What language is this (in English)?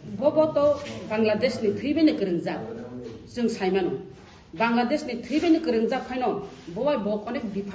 Kok Borok